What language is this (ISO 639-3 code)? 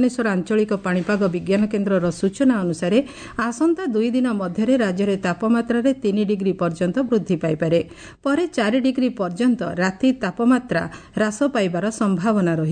ori